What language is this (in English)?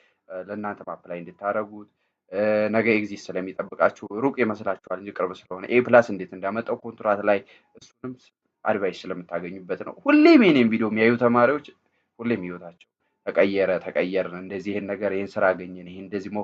Amharic